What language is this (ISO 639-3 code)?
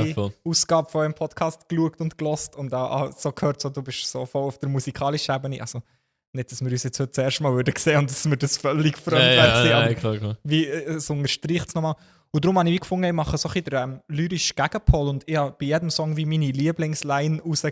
gsw